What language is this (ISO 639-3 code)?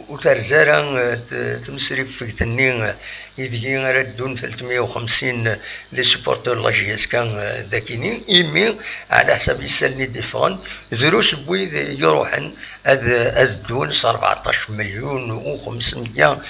kab